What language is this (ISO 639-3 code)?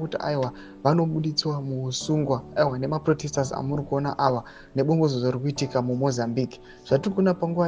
sna